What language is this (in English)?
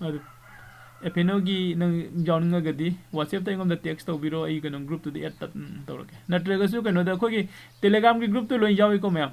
Manipuri